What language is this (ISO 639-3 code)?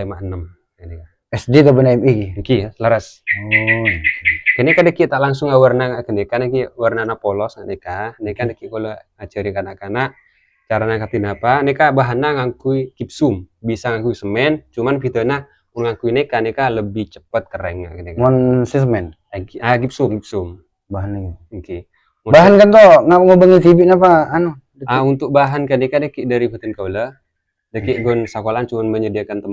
mad